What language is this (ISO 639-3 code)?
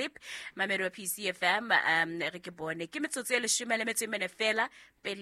sot